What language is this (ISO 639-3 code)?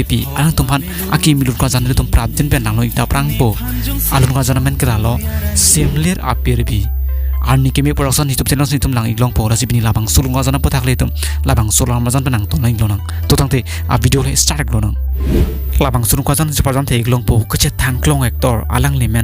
mjw